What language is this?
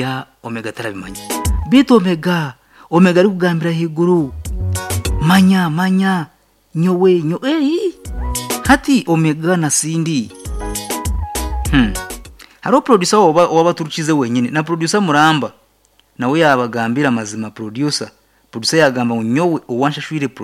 Kinyarwanda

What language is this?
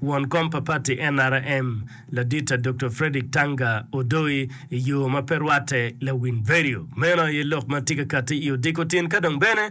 Acoli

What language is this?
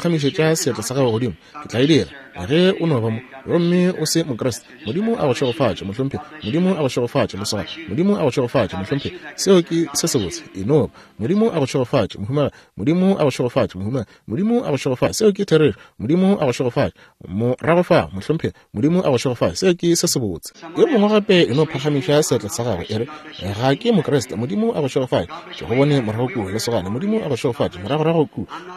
Northern Sotho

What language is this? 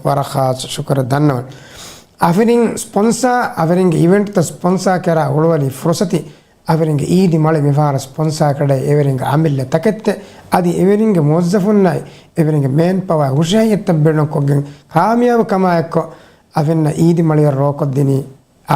Divehi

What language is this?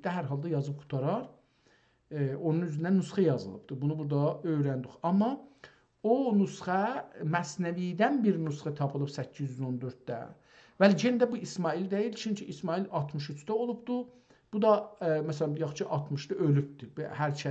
South Azerbaijani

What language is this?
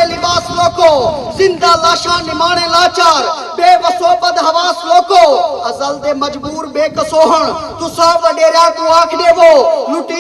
Saraiki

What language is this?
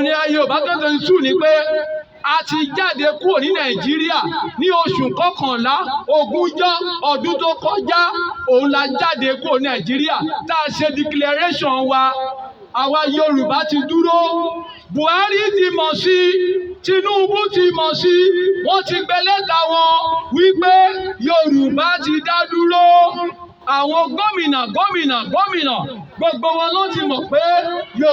Yoruba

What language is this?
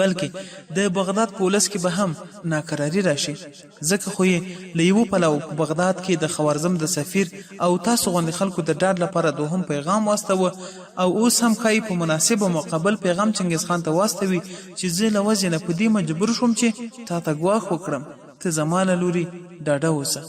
Pashto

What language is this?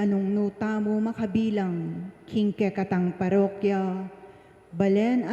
Pampanga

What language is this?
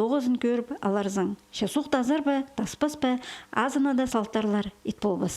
Khakas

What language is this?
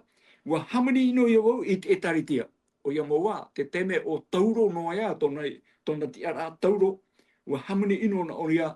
Tahitian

